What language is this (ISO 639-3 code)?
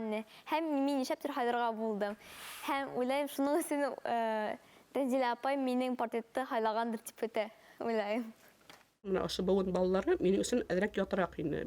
bak